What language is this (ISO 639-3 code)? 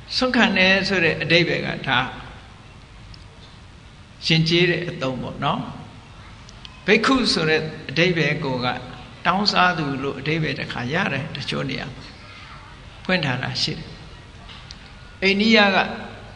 mya